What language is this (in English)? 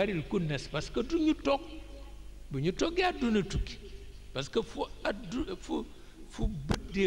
Wolof